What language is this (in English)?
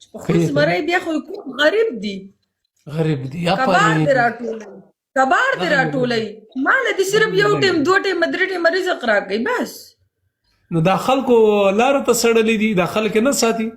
Pashto